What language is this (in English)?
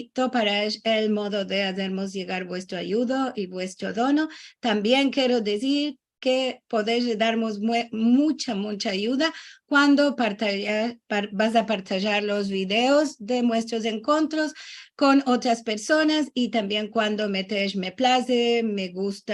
Ladino